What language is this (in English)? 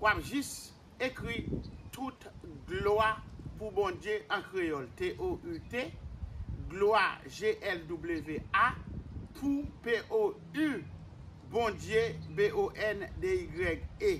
Haitian Creole